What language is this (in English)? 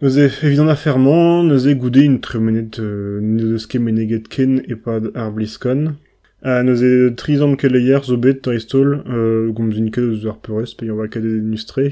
Breton